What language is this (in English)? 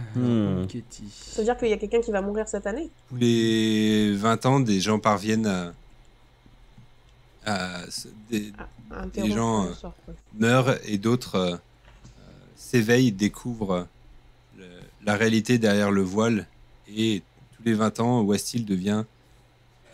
French